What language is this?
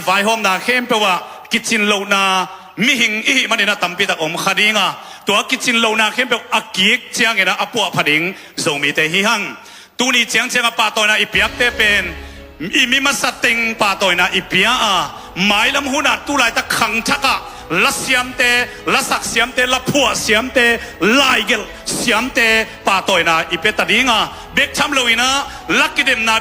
Tedim Chin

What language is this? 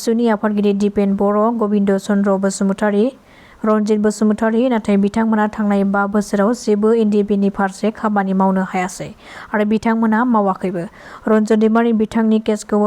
Bodo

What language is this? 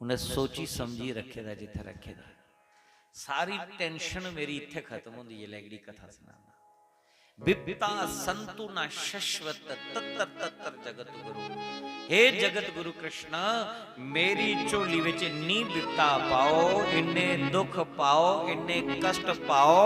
Dogri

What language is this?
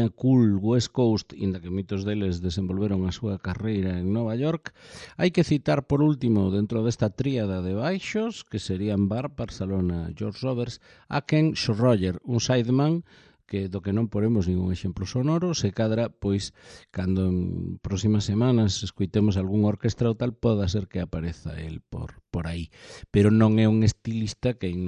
Galician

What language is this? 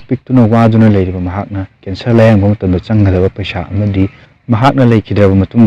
Manipuri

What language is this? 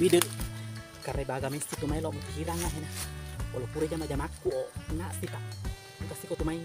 Buginese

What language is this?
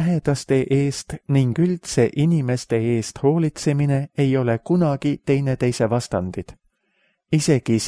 Estonian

